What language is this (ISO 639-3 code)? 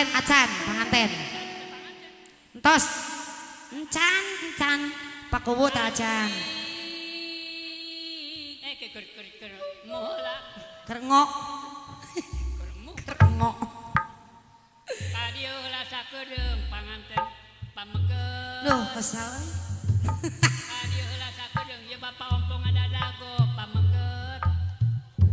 sun